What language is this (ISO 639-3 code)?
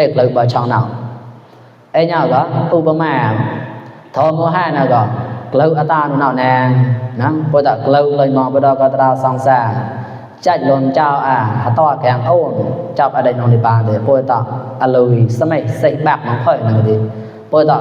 mnw